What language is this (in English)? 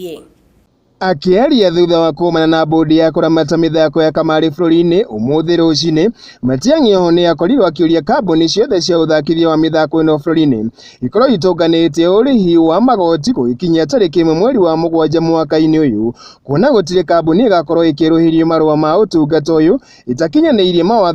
Kikuyu